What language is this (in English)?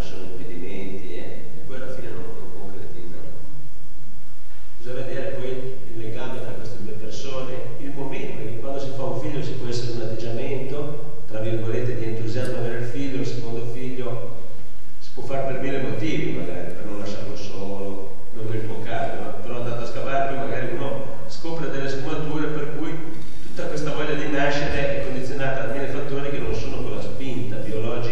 Italian